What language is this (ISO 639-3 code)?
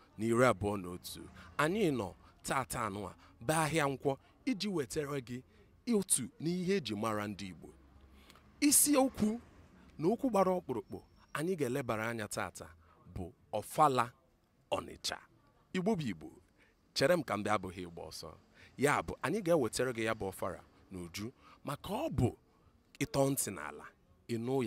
ibo